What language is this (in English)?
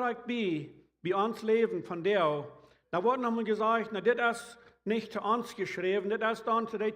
Plautdietsch